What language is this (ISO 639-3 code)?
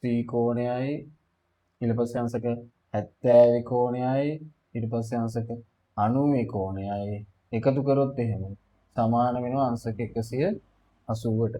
sin